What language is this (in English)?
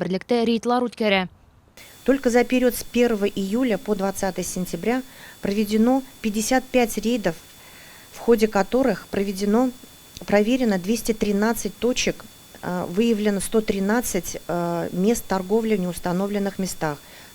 Tatar